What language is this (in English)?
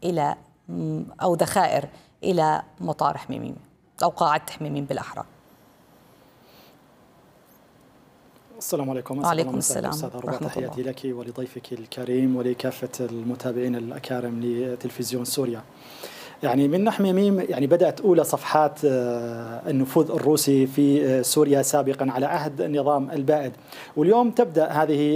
Arabic